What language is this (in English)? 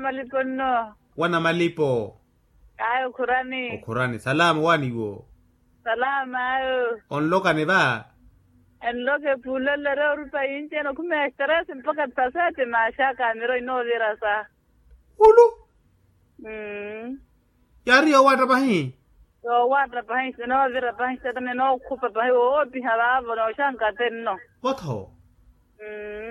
Makhuwa